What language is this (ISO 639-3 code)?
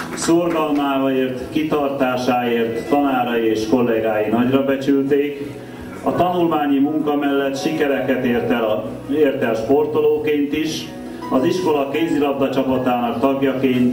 hun